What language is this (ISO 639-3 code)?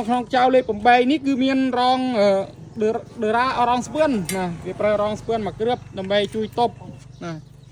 khm